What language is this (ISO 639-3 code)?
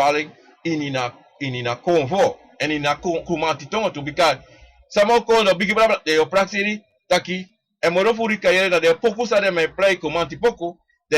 srn